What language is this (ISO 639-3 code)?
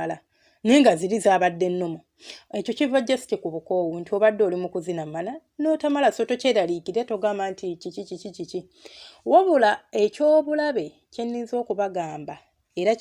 lug